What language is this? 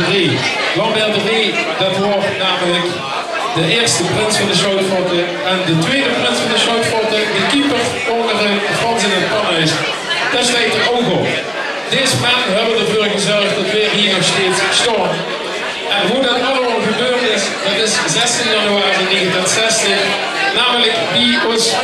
Limburgish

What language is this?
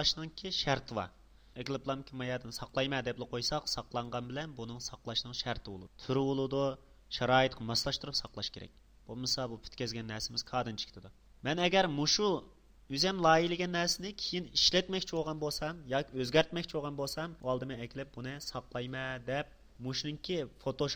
Uyghur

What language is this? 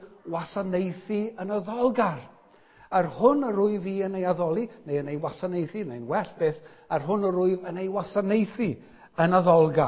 Welsh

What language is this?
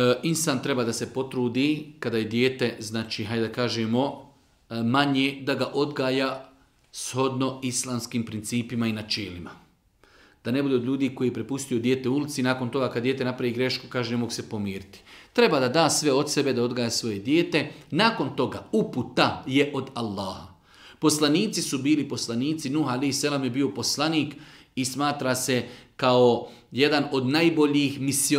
Bosnian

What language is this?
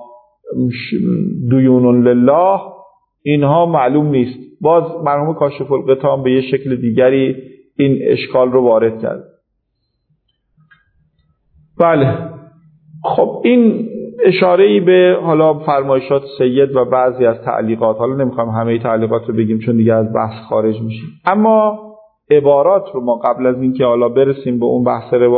Persian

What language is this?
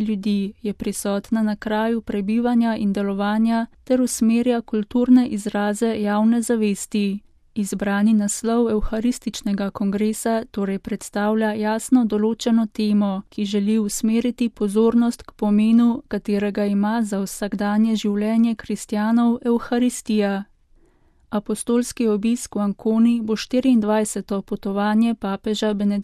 Slovenian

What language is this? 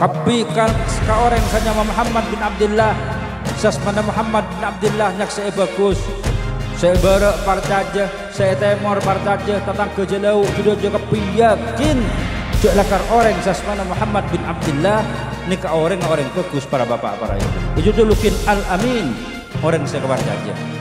Madurese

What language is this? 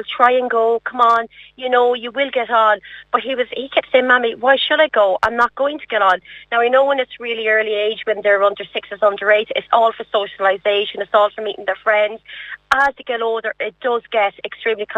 English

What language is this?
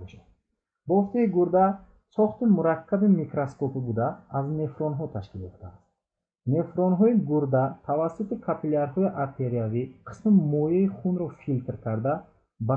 Tajik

